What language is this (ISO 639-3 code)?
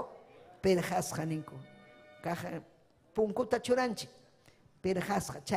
quy